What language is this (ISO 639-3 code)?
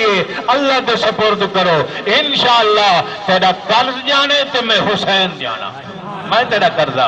skr